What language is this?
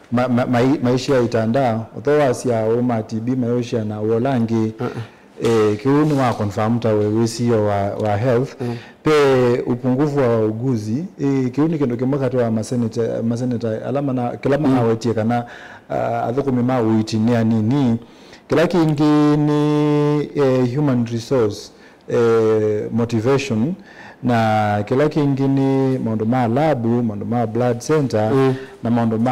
Kamba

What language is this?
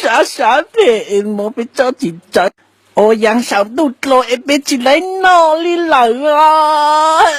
Hmong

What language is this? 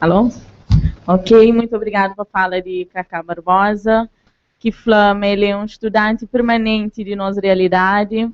Kabuverdianu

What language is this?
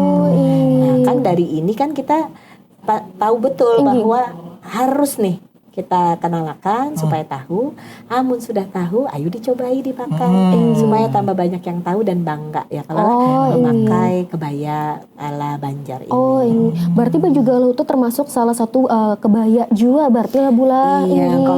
Banjar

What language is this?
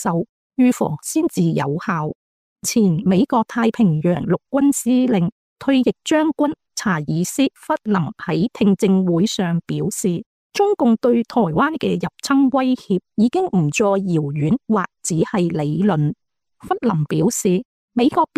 Cantonese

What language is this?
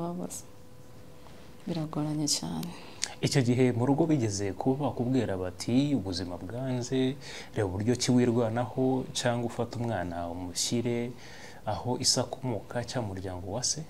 Kinyarwanda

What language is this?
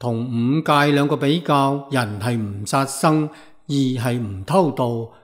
Cantonese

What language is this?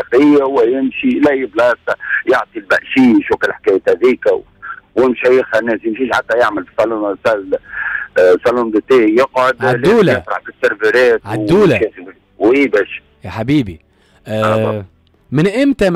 Tunisian Arabic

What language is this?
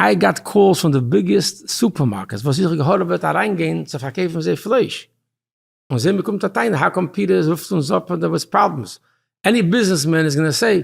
Yiddish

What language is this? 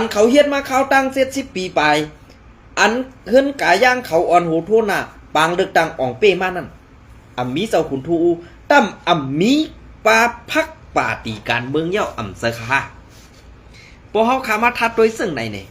Shan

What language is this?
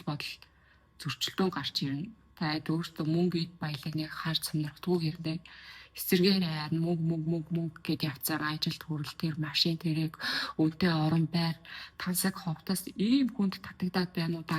Mongolian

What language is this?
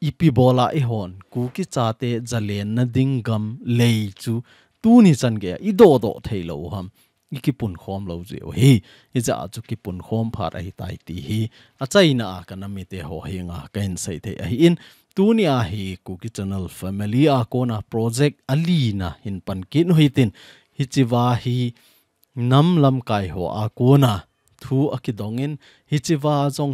Thado Chin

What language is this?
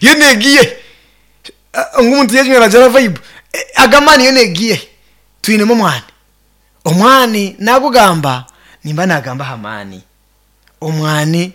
Nyankole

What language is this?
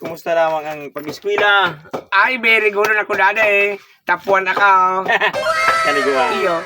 Bikol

